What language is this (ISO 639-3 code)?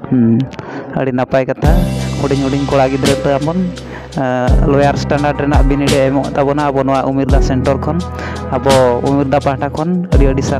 sat